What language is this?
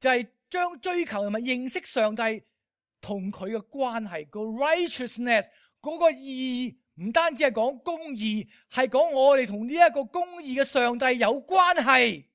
Cantonese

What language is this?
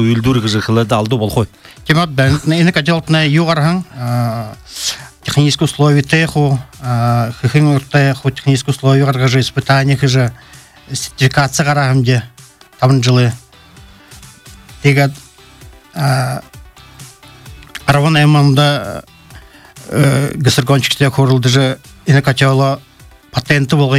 Buriat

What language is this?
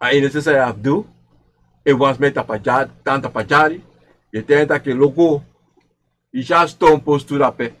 Sranan Tongo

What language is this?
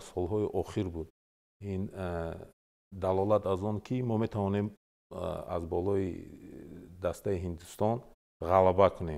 Tajik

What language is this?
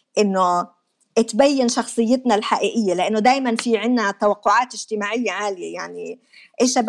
North Levantine Arabic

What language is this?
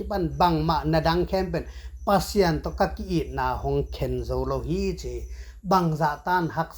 Tedim Chin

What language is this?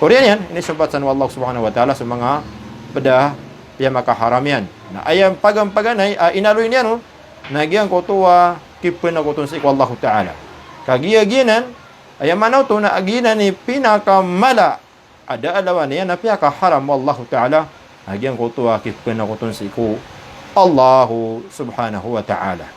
Maranao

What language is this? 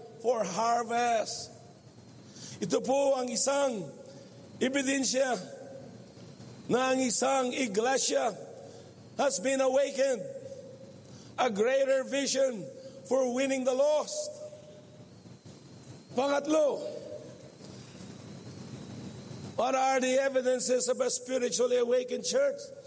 Filipino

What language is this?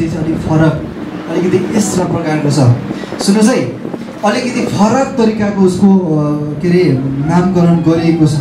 Nepali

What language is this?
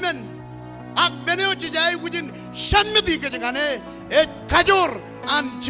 Marshallese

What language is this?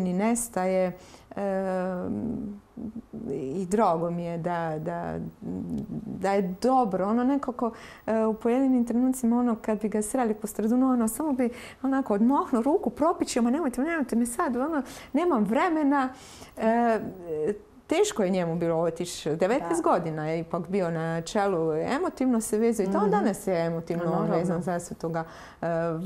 Croatian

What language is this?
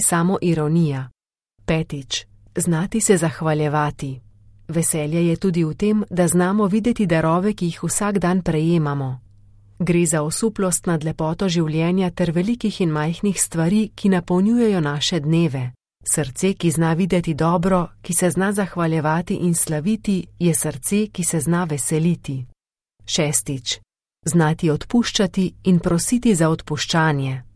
Slovenian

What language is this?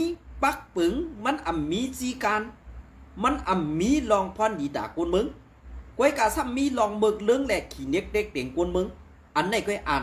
Shan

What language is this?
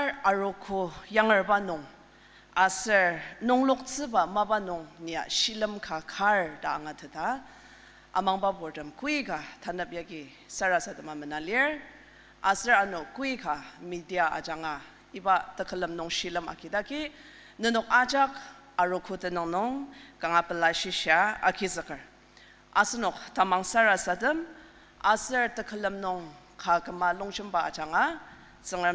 Ao Naga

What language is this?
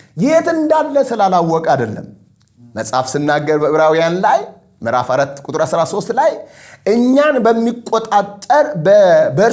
Amharic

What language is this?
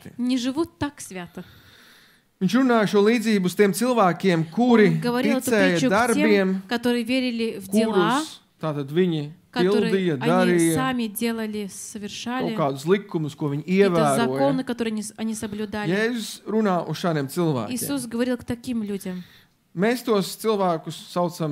Latvian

